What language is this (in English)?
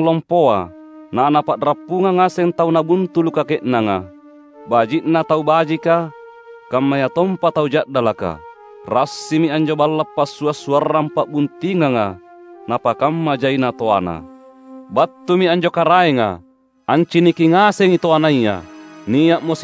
Makasar